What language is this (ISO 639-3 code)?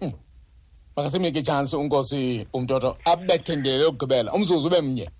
xho